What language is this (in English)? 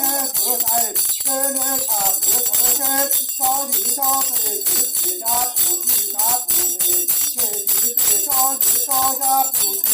Hmong